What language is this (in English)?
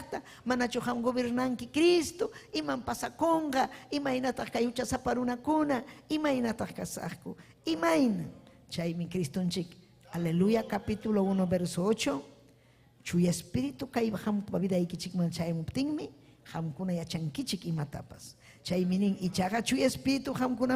Ayacucho Quechua